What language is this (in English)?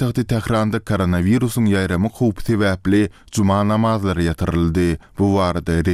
Turkmen